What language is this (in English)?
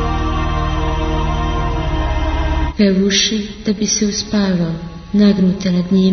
Croatian